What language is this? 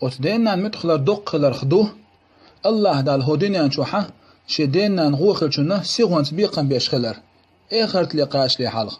Chechen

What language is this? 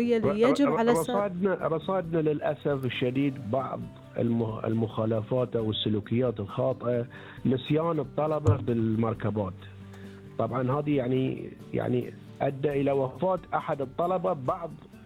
Gulf Arabic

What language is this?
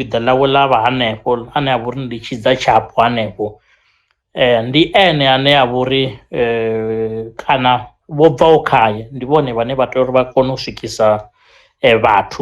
Venda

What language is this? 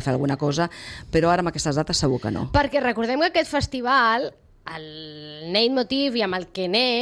Catalan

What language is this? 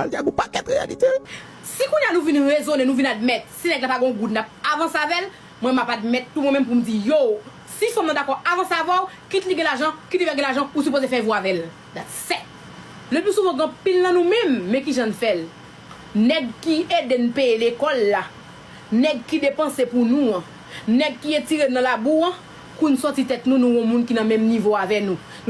Haitian Creole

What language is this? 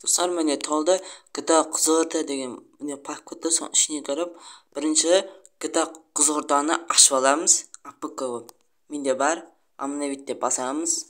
Kazakh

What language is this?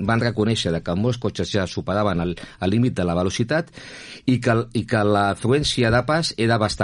Catalan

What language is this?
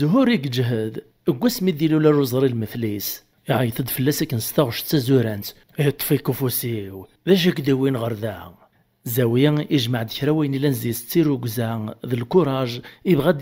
Kabyle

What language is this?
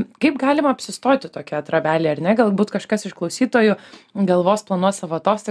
Lithuanian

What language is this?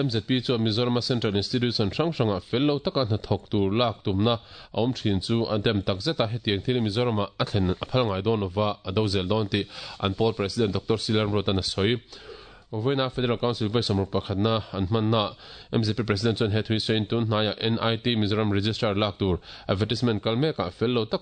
Mizo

